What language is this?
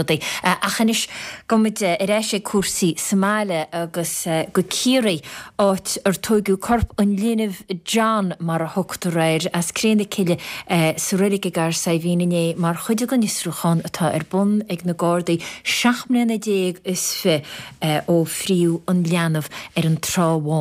Irish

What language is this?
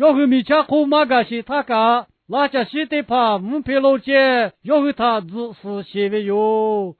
Lahu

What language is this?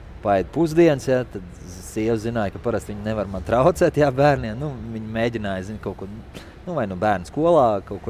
Latvian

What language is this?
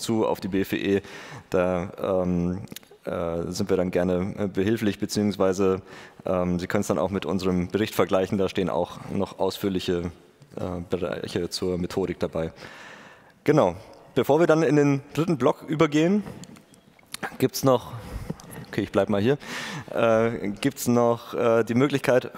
German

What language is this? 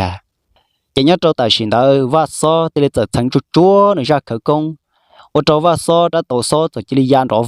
Hmong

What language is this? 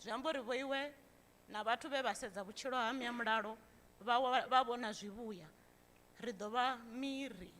Venda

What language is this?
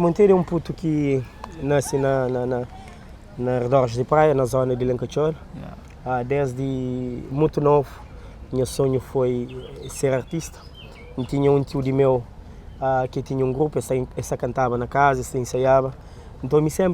Kabuverdianu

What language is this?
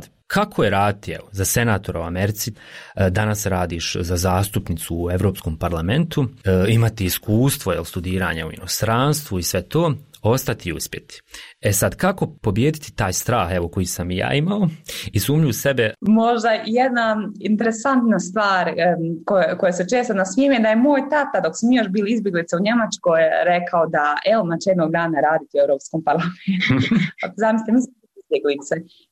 Croatian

